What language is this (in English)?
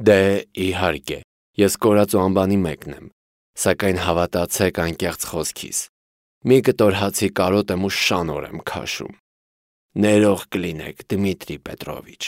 Armenian